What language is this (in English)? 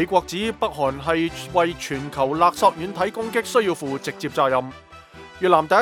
Cantonese